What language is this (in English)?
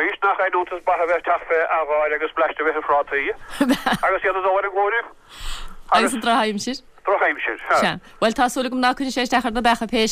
Irish